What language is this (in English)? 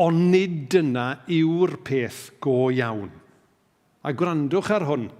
Welsh